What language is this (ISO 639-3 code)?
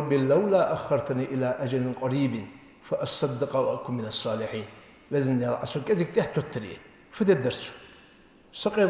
inh